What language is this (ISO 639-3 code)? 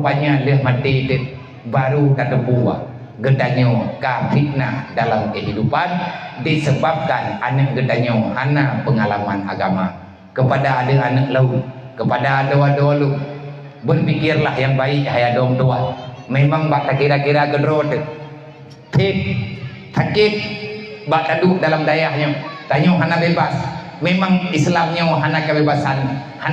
ace